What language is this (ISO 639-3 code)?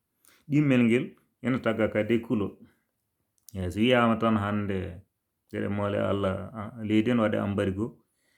ful